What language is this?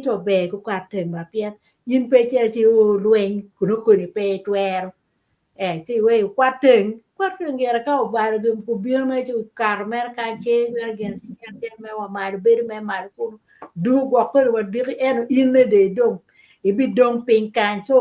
Acoli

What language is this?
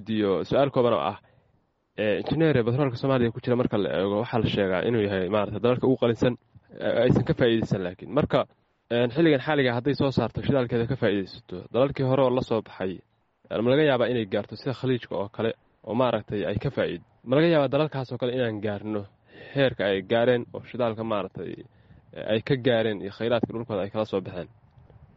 Somali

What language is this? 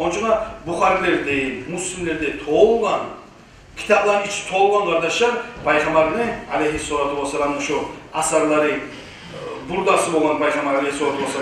Kumyk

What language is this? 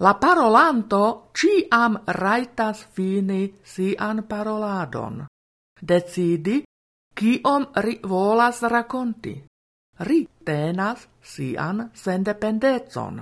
Esperanto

